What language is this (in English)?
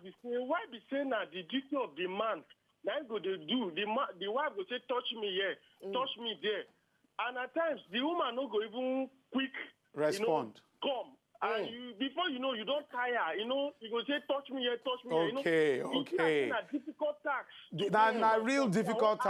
Nigerian Pidgin